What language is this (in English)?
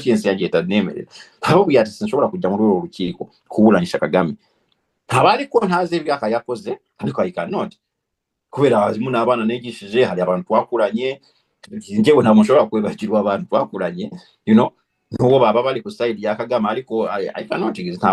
Kinyarwanda